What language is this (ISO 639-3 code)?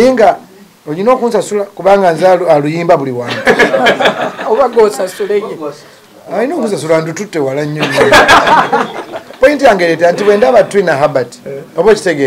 lug